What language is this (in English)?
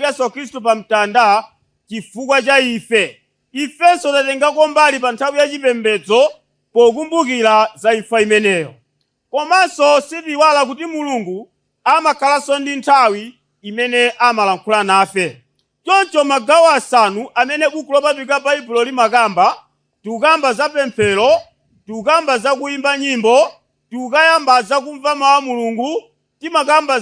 Nyanja